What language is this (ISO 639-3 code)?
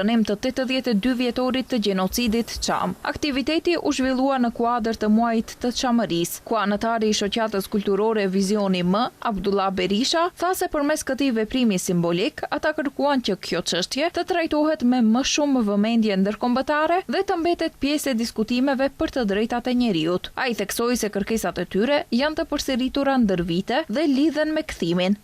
sqi